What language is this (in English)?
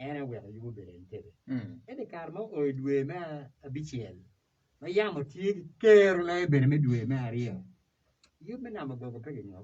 Acoli